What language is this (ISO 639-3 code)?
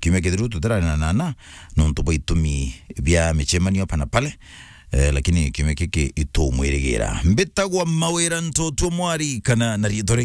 mer